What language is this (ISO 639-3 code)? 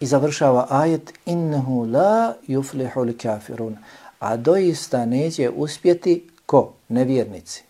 bos